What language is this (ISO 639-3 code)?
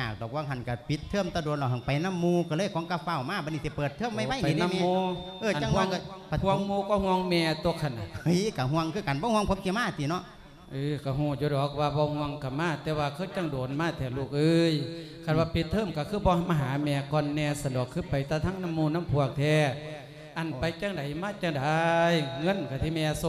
lao